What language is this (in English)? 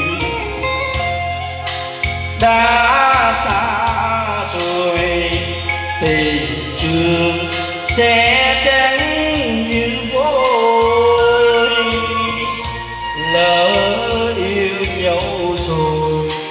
Vietnamese